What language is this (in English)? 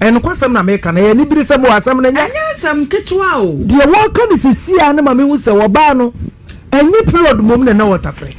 Akan